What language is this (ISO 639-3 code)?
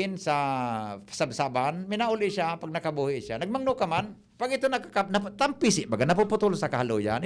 bik